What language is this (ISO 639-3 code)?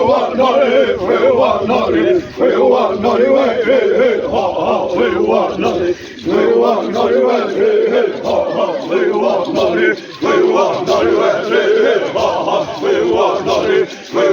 xav